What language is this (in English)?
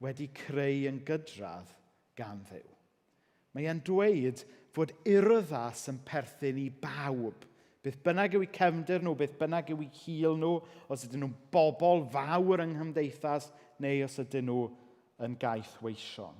Welsh